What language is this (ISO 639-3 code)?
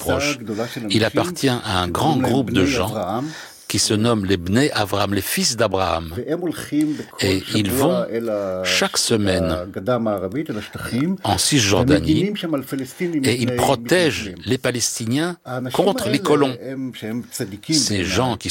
fra